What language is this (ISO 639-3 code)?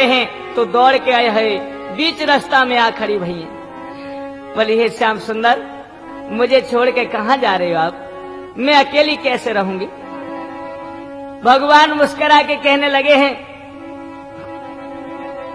hin